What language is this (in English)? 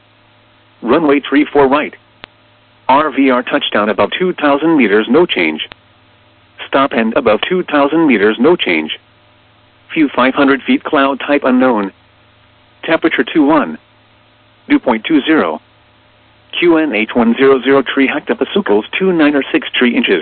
English